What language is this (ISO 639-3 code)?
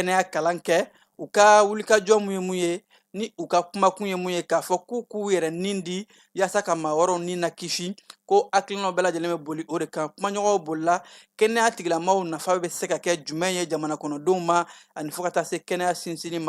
bam